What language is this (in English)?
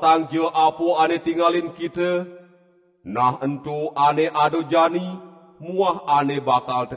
Balinese